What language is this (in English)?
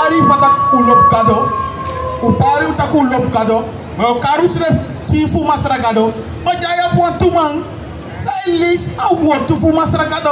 Sranan Tongo